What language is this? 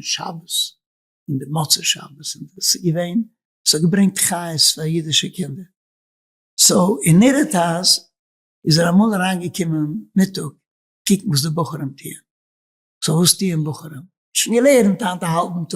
Yiddish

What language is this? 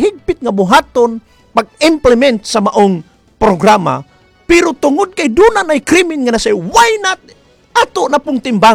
Cebuano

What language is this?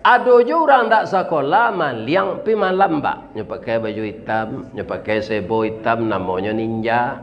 Minangkabau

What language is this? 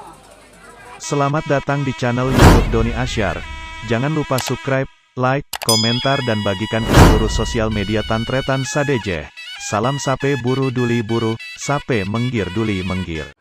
Madurese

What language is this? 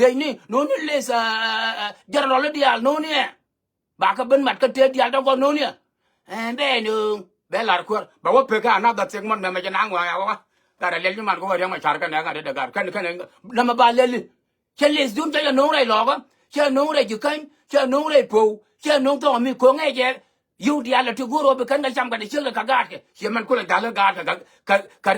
Nuer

